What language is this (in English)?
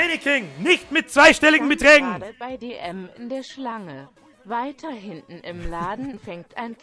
Bavarian